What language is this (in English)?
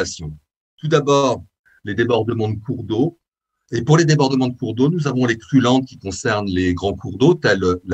French